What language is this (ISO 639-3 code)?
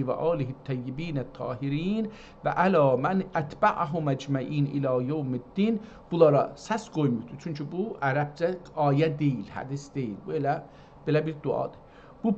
azb